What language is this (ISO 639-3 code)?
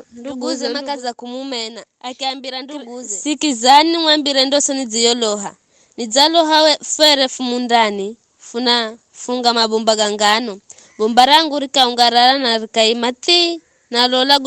nyf